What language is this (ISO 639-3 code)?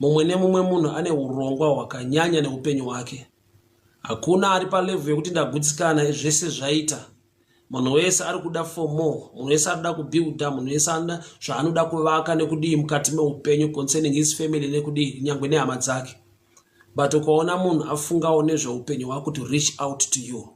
sna